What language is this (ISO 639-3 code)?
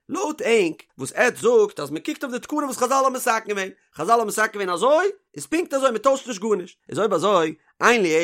yid